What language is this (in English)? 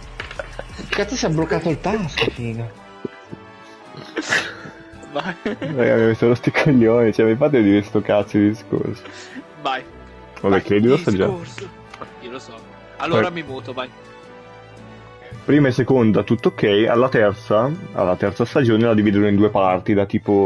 Italian